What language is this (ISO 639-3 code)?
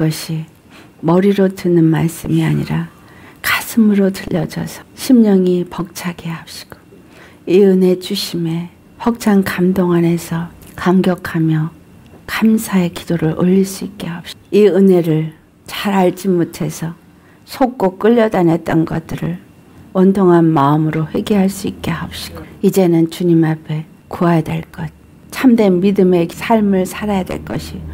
kor